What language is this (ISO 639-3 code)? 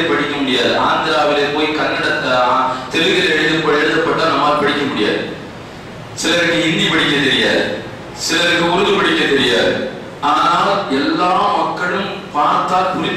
tam